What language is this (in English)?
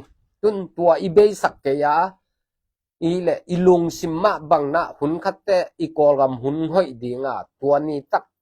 Tedim Chin